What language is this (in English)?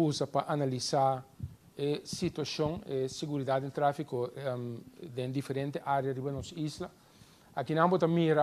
Papiamento